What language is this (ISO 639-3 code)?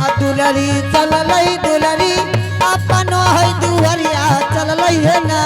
anp